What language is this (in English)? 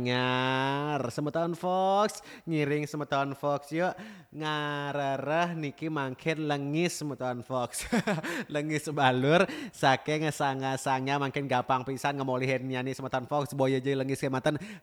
Balinese